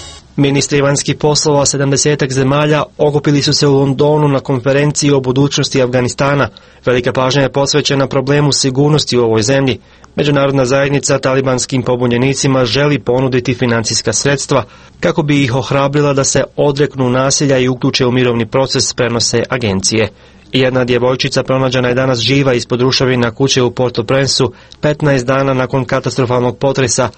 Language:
Croatian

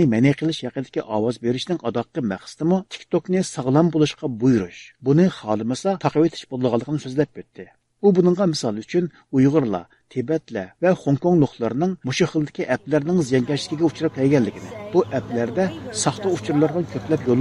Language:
Uyghur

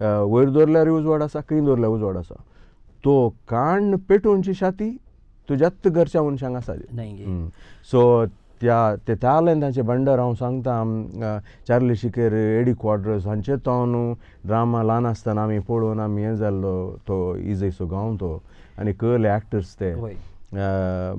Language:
Konkani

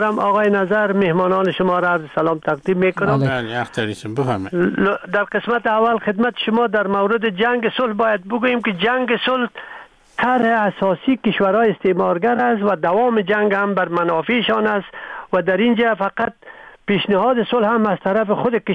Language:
Persian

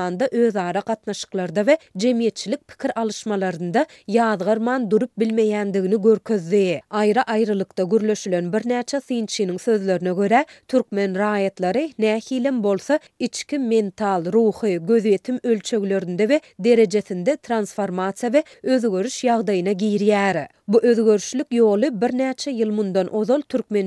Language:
Turkmen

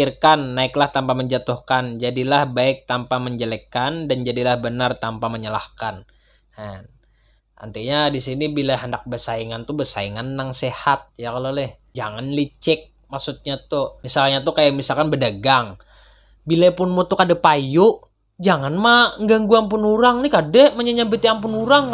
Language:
Banjar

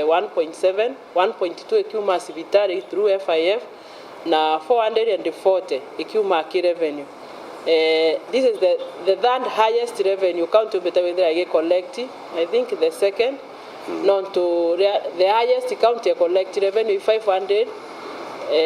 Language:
Meru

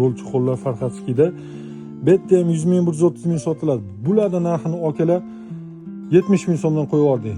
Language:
Uzbek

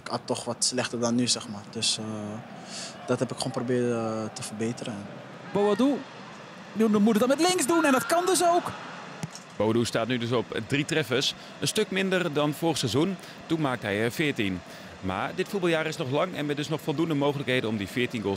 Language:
Dutch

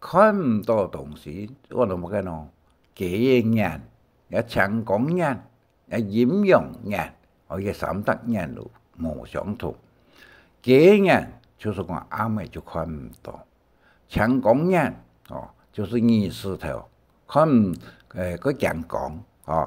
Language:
Hakka Chinese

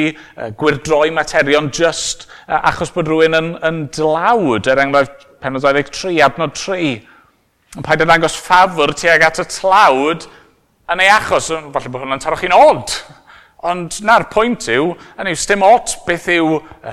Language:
Welsh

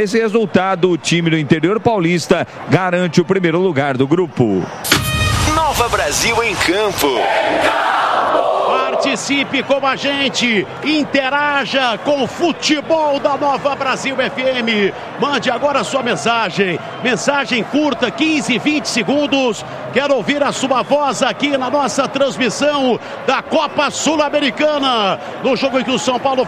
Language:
Portuguese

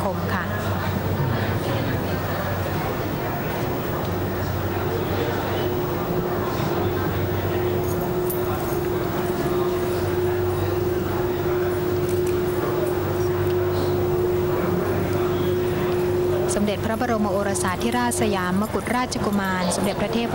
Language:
Thai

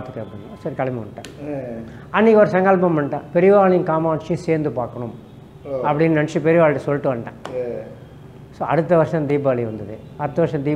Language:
Tamil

